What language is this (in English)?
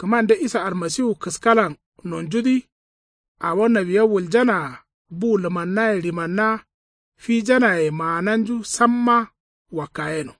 Kanuri